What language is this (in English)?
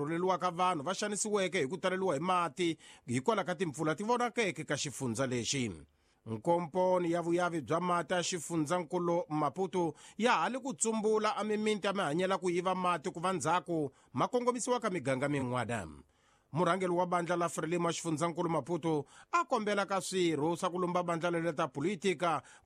Tsonga